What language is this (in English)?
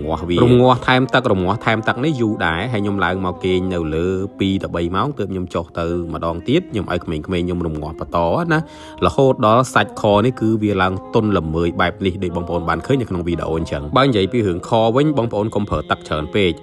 Khmer